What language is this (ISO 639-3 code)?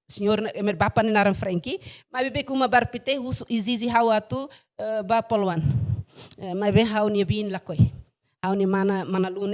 tet